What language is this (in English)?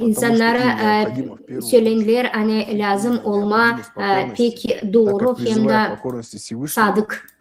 Gagauz